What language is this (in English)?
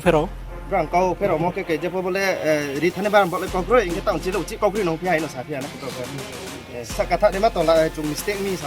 Riang (India)